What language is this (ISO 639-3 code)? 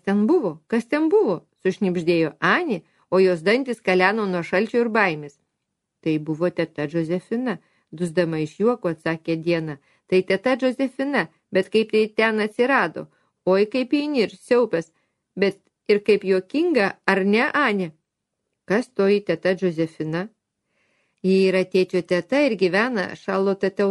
lit